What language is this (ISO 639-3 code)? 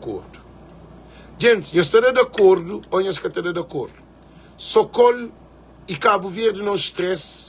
kea